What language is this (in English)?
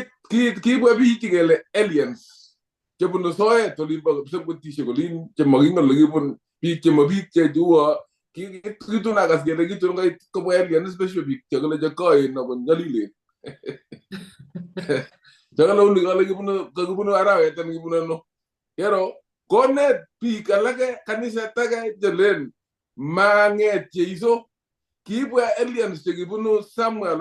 Kalenjin